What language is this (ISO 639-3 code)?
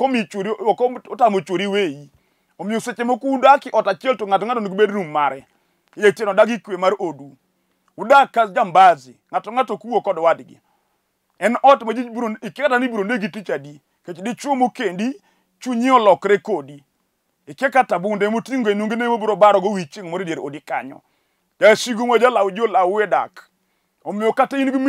luo